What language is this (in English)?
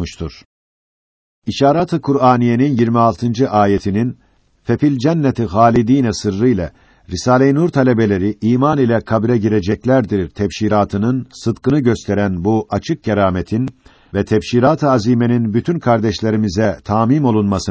Turkish